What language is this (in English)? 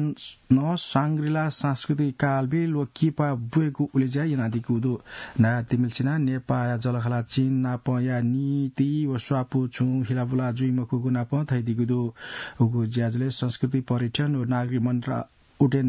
Newari